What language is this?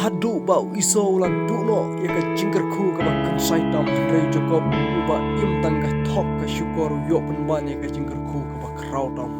Khasi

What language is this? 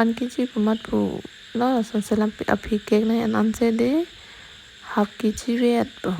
Karbi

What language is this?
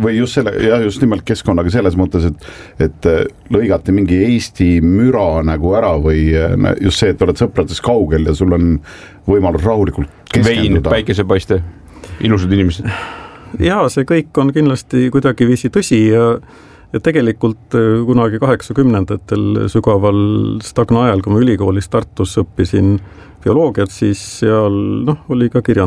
Estonian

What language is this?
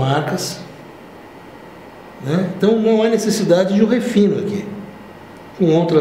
Portuguese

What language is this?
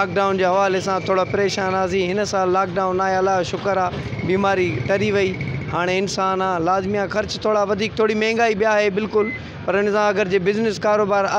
Sindhi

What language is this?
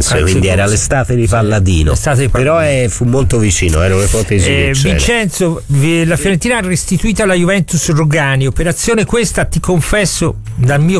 Italian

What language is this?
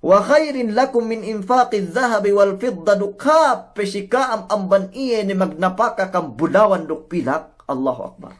Yakan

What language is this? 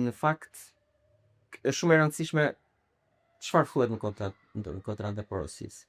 Albanian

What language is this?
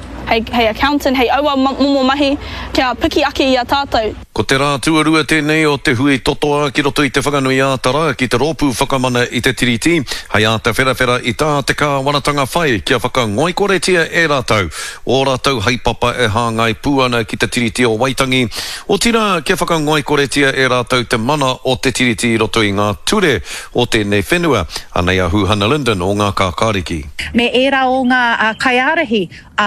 Māori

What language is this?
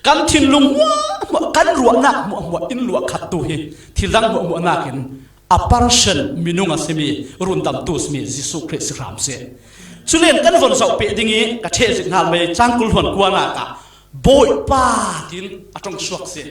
Falam Chin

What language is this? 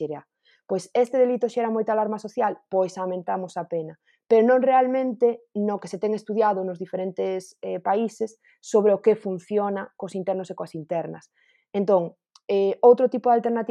Galician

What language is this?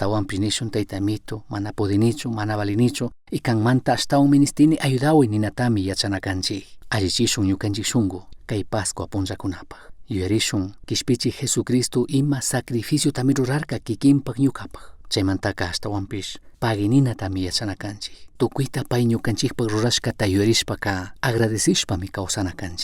Chimborazo Highland Quichua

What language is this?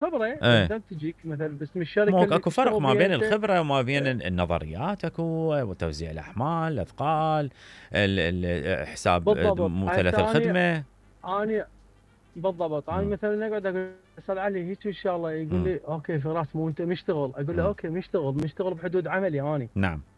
Mesopotamian Arabic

